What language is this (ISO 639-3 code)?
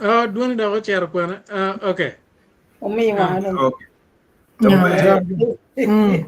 ach